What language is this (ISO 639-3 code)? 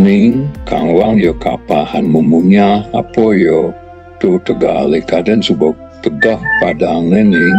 ban